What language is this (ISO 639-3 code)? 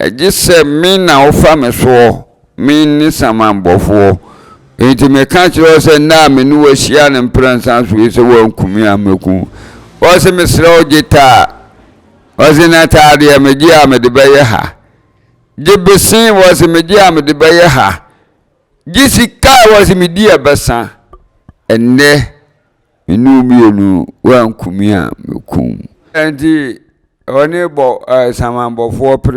aka